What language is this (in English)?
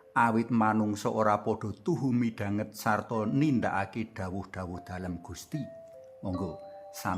Javanese